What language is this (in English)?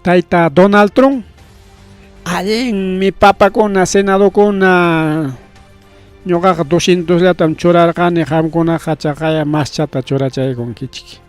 Ayacucho Quechua